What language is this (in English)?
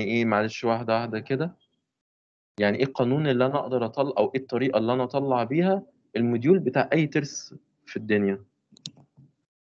Egyptian Arabic